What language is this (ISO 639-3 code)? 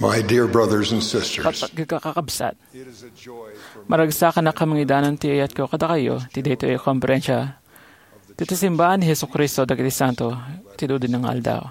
ilo